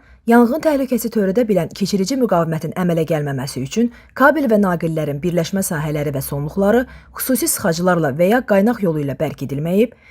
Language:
Azerbaijani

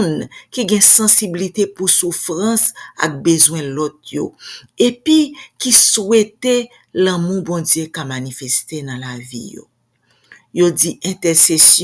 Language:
Haitian Creole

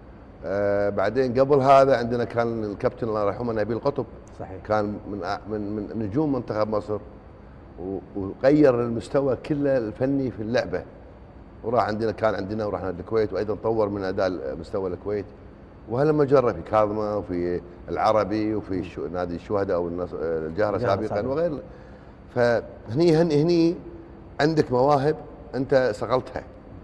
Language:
Gulf Arabic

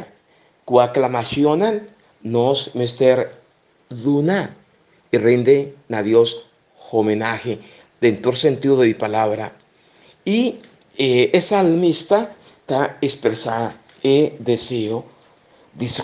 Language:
Papiamento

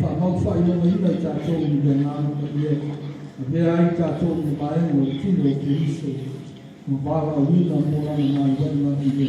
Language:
Samoan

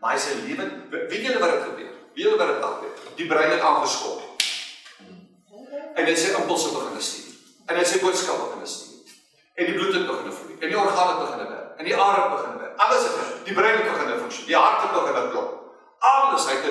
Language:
Afrikaans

